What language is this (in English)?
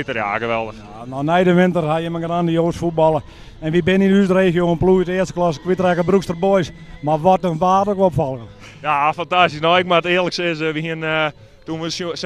Western Frisian